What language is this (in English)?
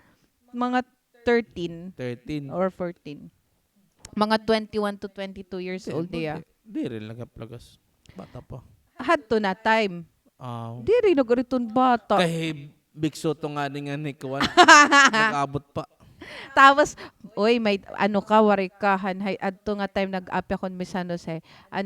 Waray